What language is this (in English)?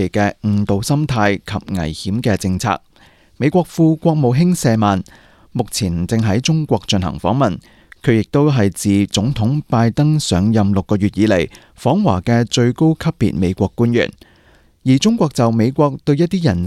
Cantonese